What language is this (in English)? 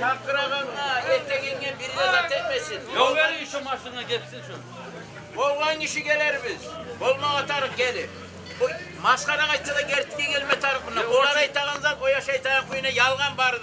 Kumyk